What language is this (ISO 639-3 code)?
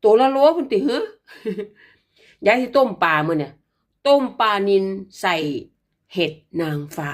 lao